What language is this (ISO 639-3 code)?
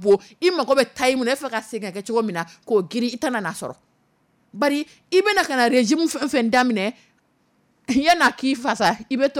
dyu